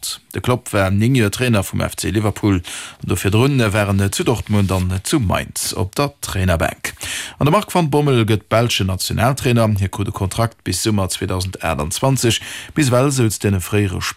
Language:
Luxembourgish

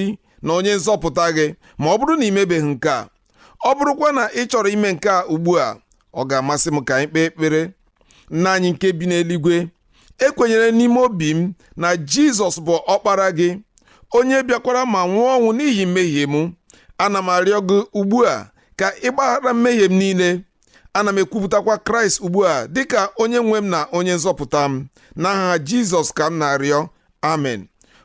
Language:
Igbo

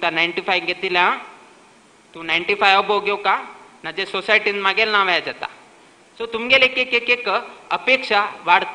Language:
Konkani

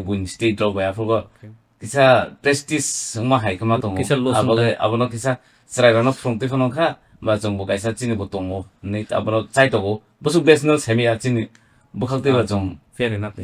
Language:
Kok Borok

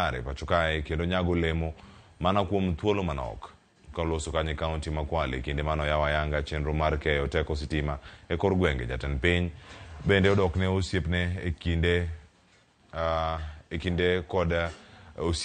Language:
Luo (Kenya and Tanzania)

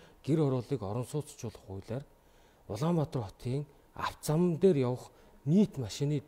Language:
Mongolian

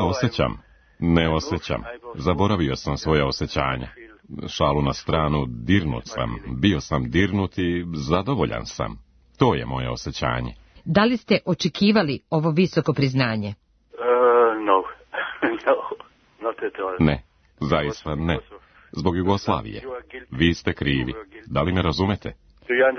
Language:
Serbian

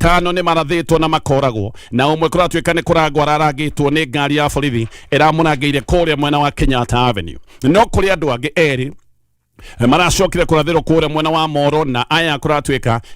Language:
Kikuyu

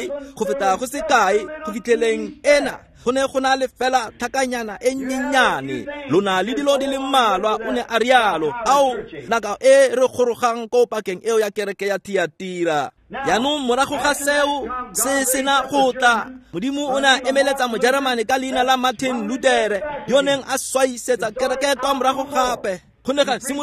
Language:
Tswana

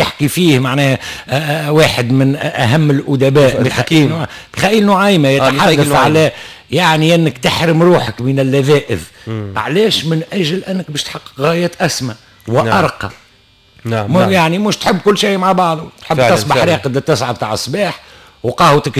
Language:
Tunisian Arabic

